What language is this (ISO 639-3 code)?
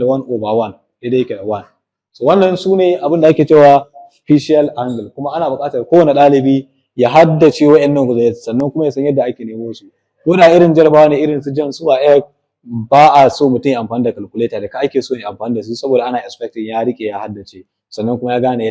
hau